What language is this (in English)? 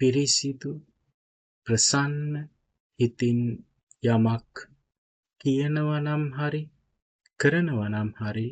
Sinhala